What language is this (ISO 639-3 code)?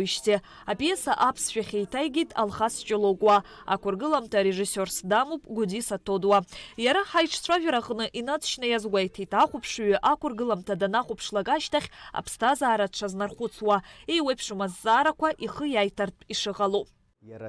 abk